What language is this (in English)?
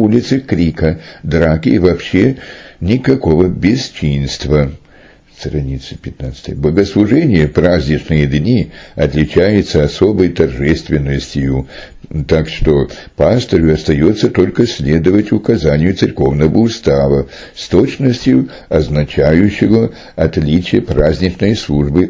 Russian